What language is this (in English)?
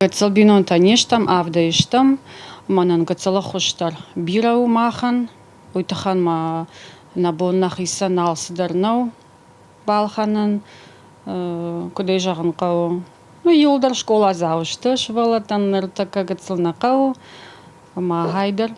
Ossetic